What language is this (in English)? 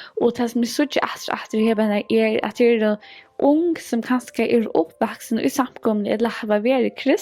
Faroese